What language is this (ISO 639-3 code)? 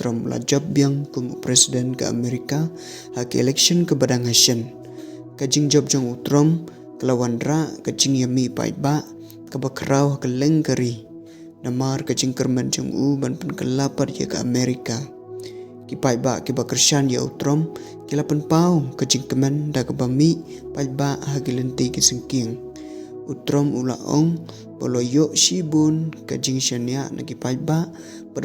kha